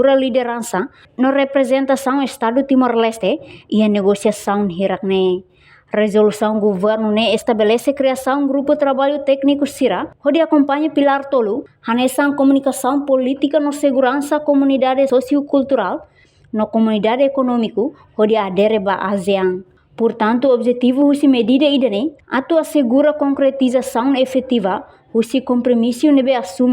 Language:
Tetum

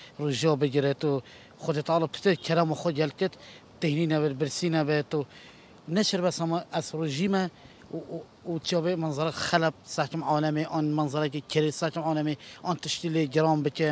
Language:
Kurdish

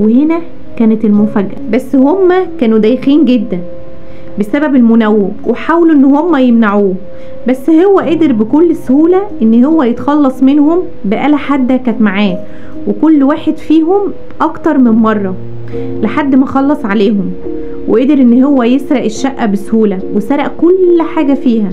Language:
Egyptian Arabic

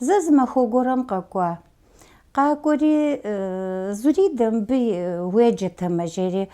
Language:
Kabardian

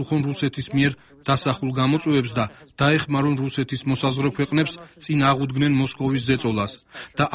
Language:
Georgian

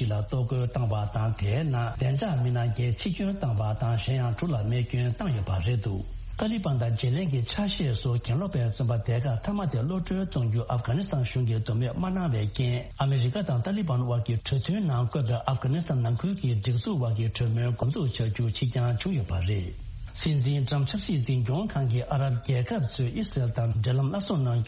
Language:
Tibetan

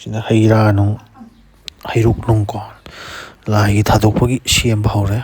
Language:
Manipuri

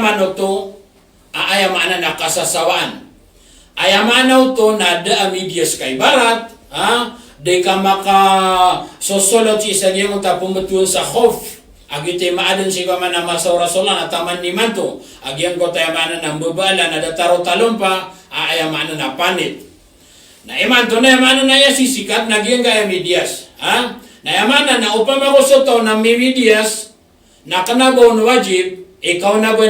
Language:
Maranao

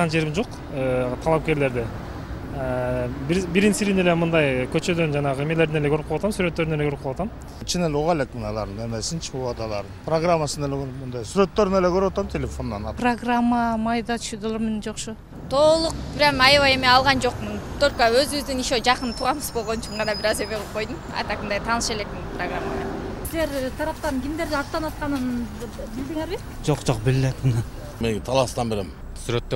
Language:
Kyrgyz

